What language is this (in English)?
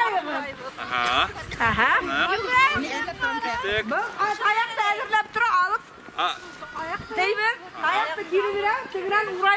Bashkir